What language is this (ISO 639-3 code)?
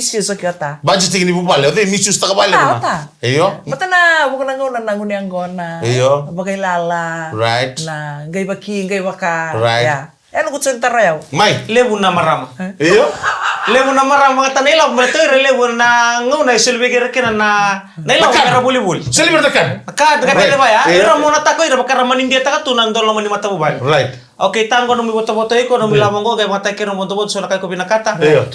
fij